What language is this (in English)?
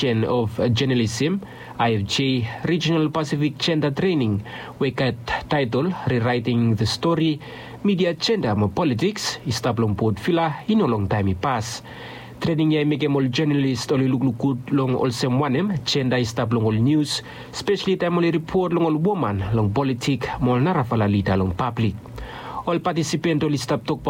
Bislama